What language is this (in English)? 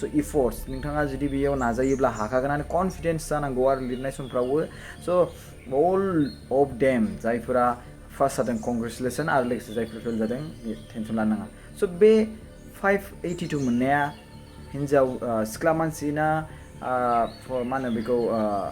Bodo